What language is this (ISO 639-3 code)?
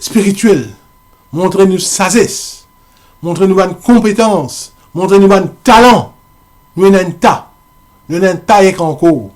mfe